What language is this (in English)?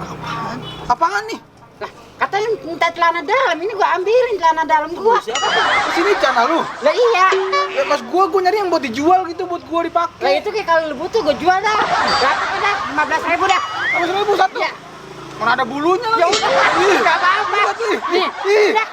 Betawi